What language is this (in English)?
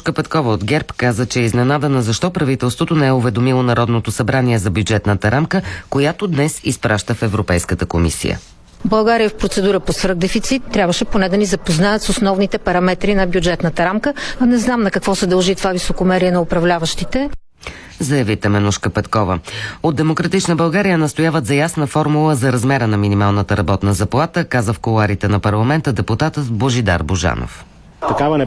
Bulgarian